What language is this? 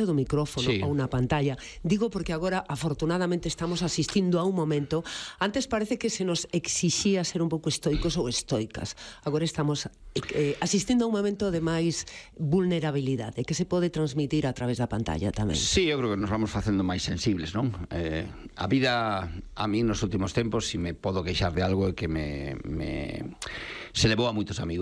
Galician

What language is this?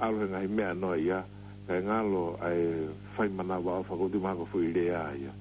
Tongan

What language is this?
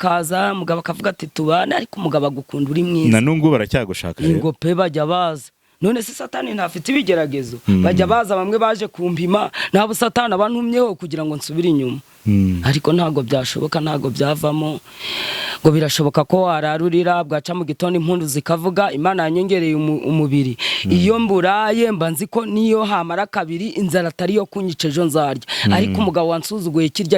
Kinyarwanda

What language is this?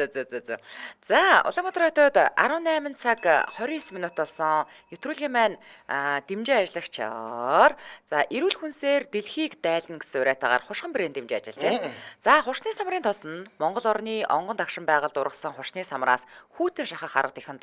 Mongolian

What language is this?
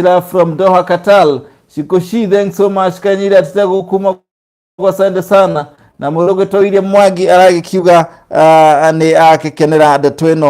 Kikuyu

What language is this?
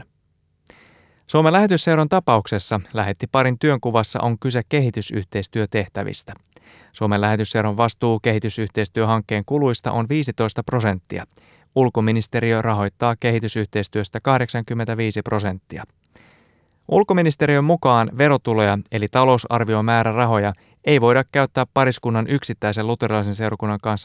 Finnish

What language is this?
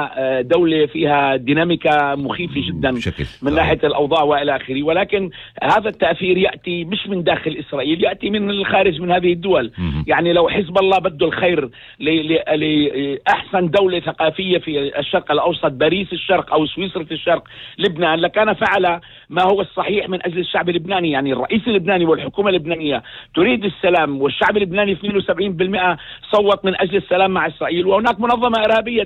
Arabic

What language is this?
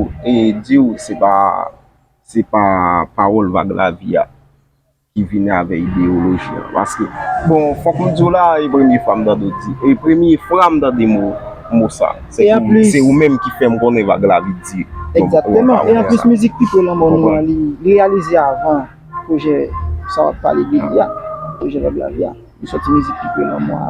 Haitian Creole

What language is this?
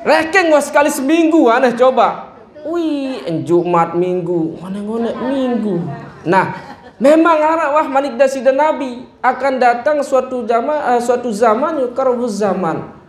Sasak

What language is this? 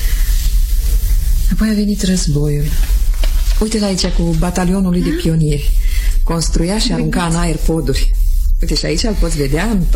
Romanian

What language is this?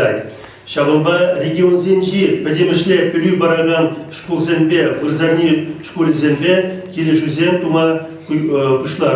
Chuvash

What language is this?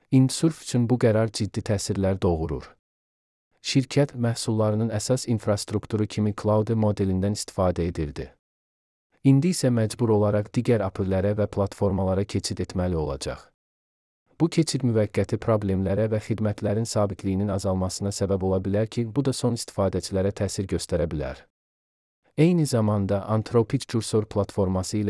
Azerbaijani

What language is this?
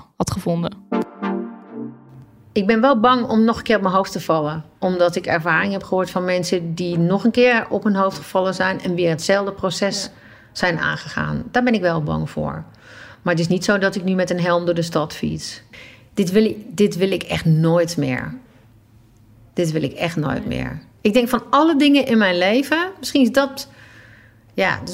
Dutch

